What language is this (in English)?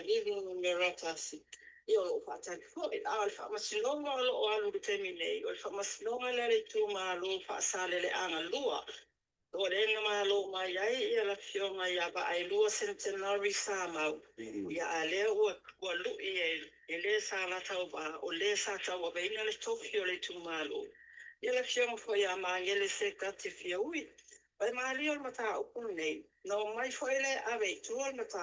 Samoan